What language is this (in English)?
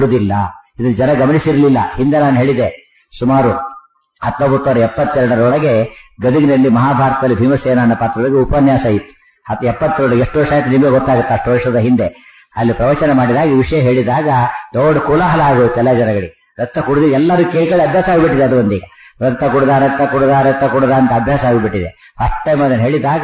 Kannada